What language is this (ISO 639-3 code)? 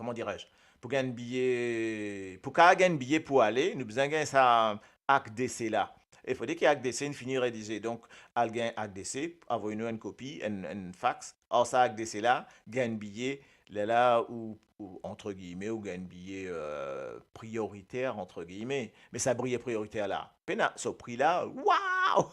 mfe